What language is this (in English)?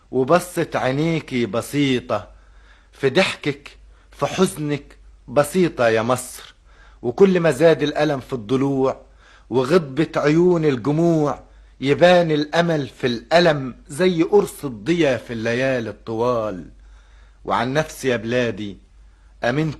Egyptian Arabic